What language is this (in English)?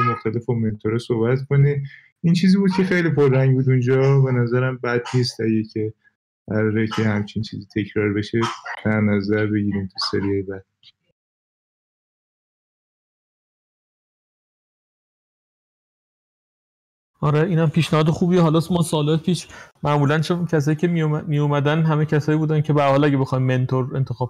Persian